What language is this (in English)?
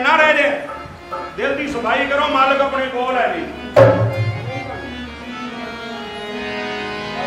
Punjabi